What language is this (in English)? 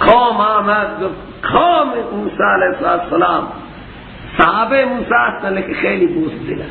Persian